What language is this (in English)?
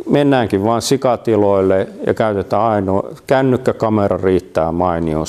Finnish